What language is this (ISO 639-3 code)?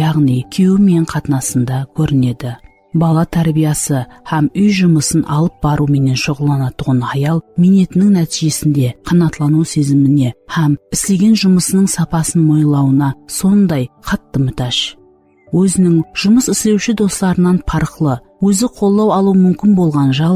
kaa